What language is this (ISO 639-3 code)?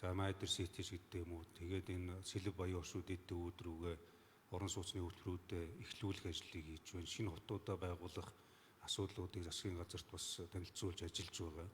mon